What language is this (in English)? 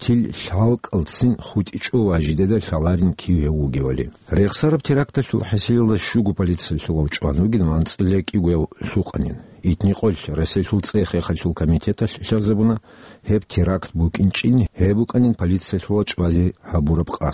Avaric